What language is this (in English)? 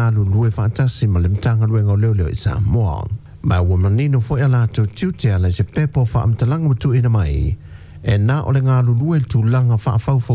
Samoan